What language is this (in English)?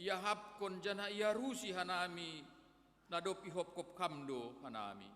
Batak Simalungun